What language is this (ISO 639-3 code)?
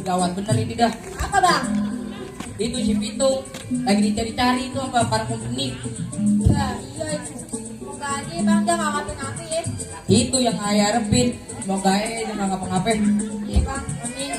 bew